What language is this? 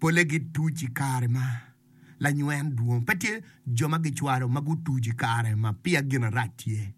Acoli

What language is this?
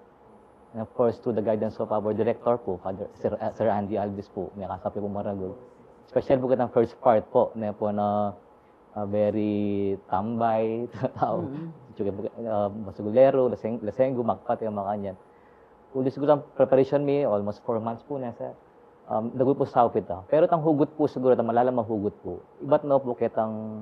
Pampanga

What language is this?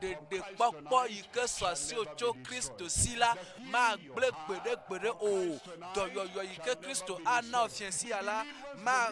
Ewe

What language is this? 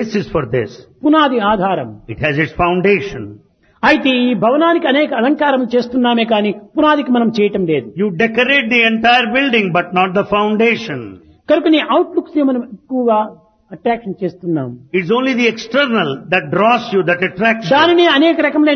Telugu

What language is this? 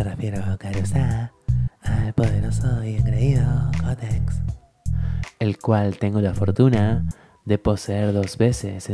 Spanish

